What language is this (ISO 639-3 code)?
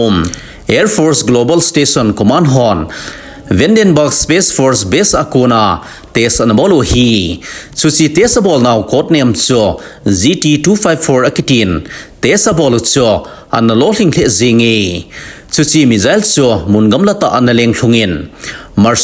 tcz